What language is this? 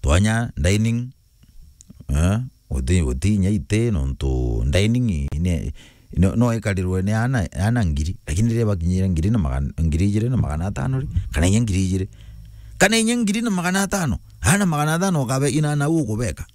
Meru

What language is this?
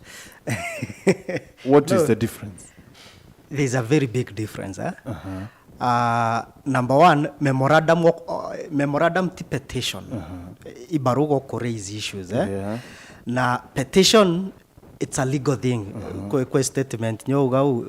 Meru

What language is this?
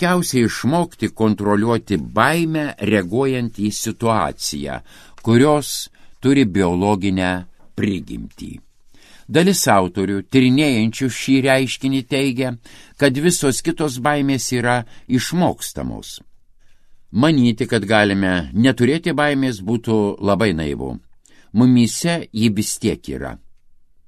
Lithuanian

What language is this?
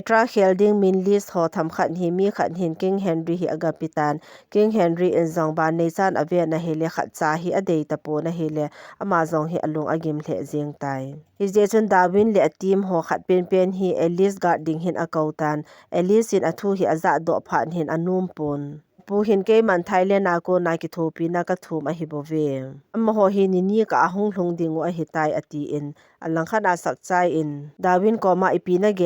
Thado Chin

